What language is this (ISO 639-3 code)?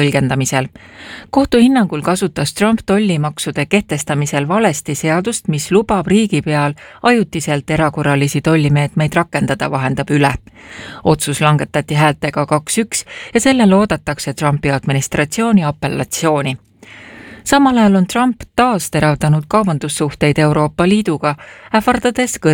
est